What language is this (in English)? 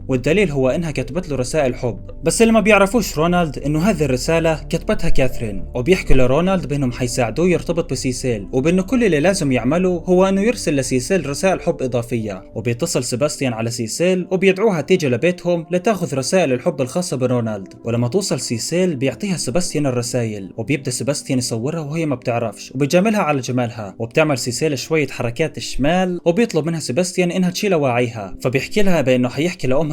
Egyptian Arabic